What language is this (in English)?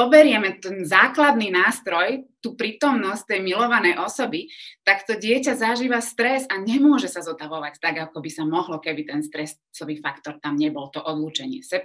Slovak